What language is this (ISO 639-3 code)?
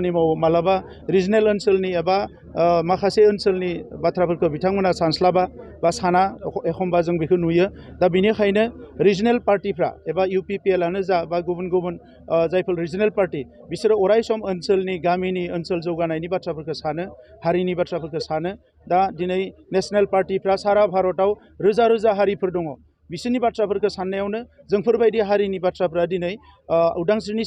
brx